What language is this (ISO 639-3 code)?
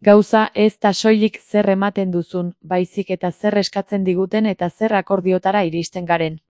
eus